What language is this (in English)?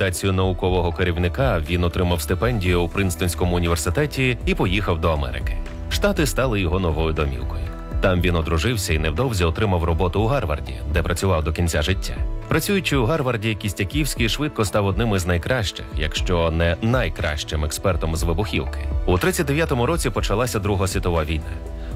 Ukrainian